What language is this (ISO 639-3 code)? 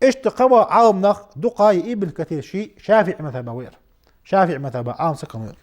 inh